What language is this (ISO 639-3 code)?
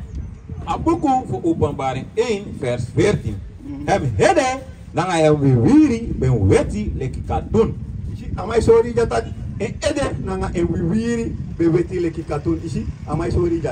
srn